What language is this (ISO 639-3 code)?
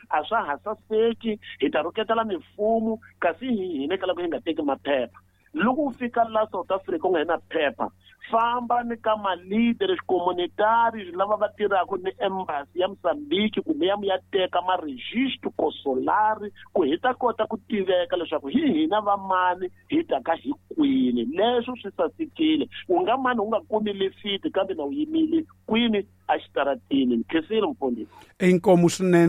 tso